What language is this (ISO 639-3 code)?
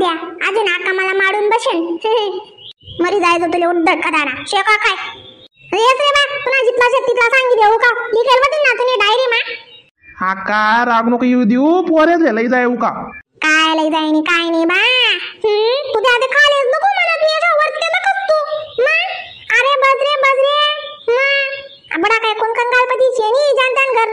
khn